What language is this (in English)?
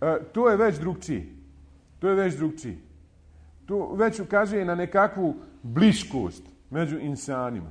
Bosnian